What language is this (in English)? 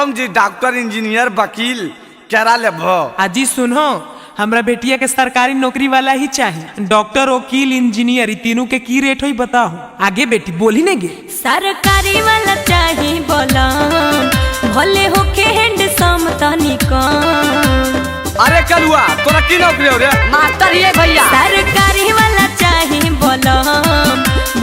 Magahi